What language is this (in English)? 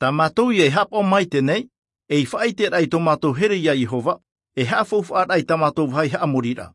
Tahitian